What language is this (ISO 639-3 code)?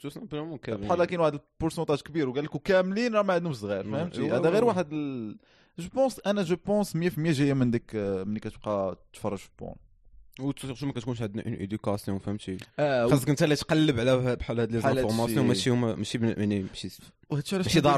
ary